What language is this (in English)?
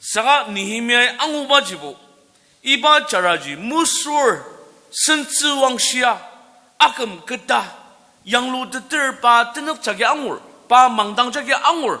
Ao Naga